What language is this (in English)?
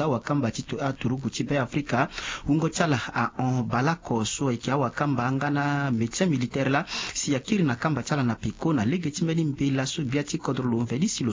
Sango